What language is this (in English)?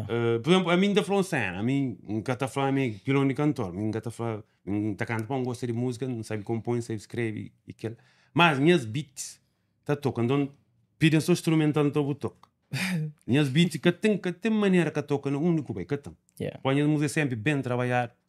Kabuverdianu